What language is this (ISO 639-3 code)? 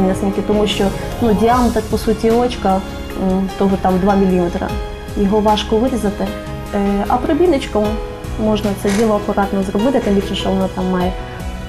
ukr